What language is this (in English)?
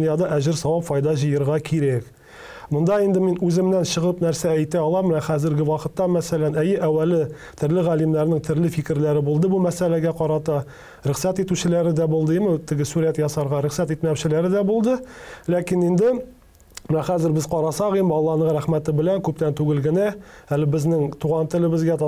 Tatar